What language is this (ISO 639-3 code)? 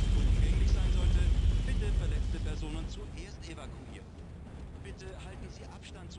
gsw